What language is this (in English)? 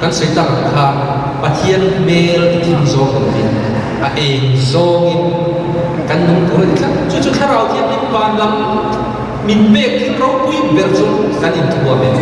Mizo